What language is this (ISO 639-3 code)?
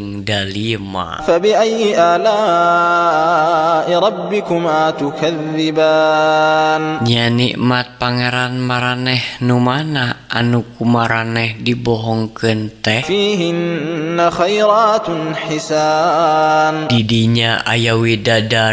sun